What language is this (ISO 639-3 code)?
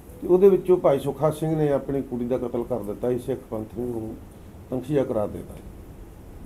pan